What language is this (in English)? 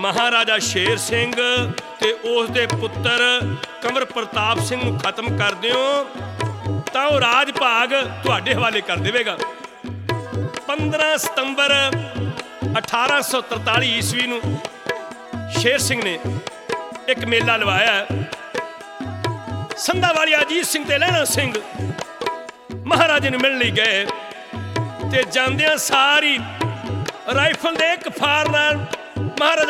Punjabi